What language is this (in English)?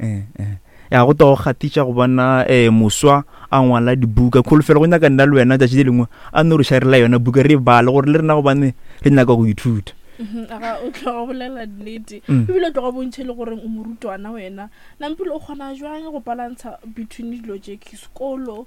Northern Sotho